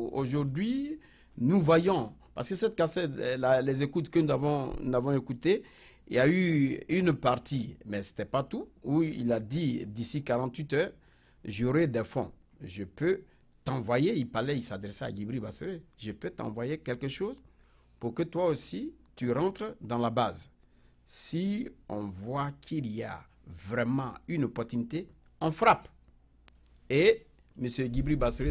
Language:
French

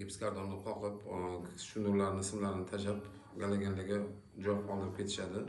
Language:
Uzbek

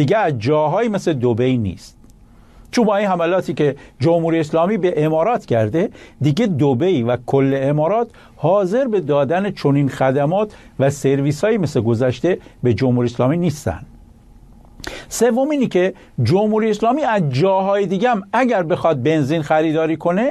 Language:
Persian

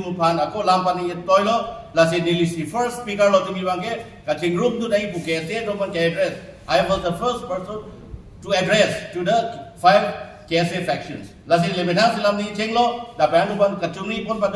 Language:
Karbi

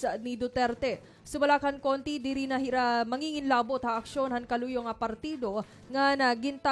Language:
Waray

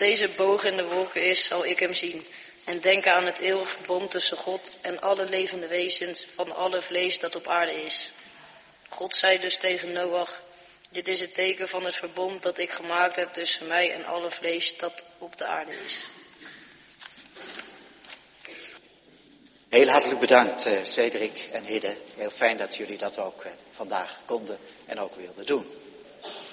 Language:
Dutch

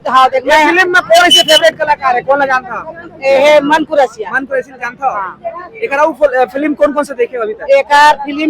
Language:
Chhattisgarhi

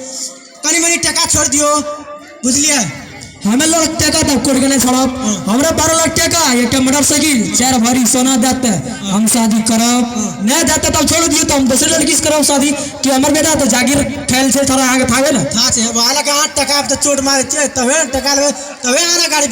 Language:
Maithili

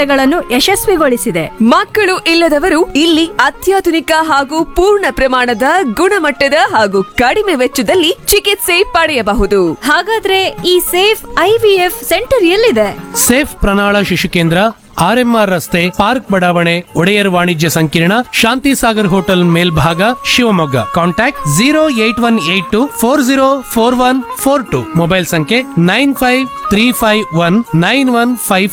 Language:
Kannada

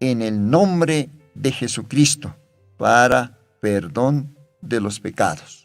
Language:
Aymara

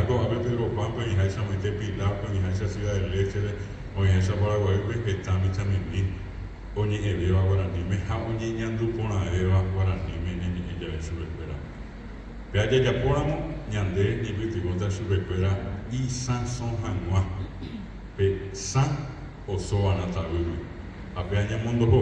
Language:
Guarani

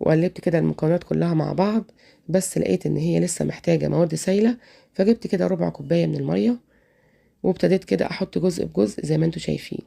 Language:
Egyptian Arabic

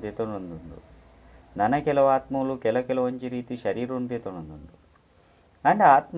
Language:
Tulu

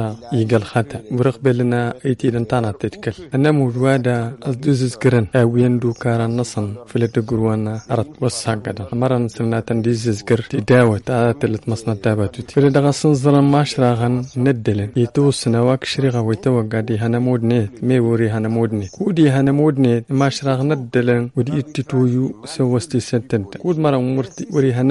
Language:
Tamasheq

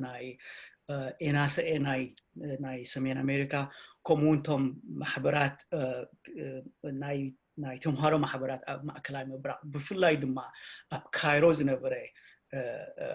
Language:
Tigrinya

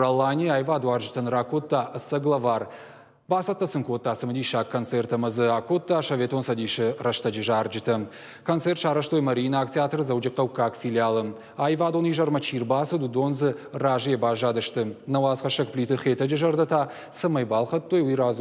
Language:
Ossetic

